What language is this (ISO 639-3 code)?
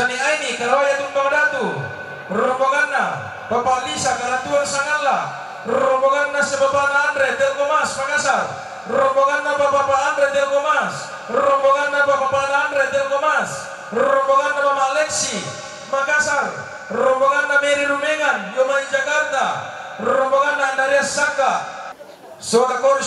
sda